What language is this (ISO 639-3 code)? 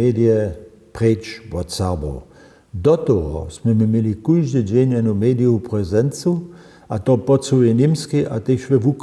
hsb